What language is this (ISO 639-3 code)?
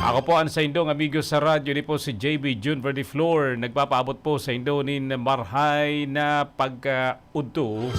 bik